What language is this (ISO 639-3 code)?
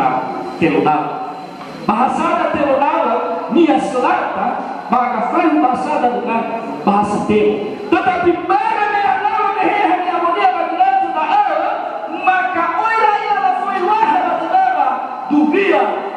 nia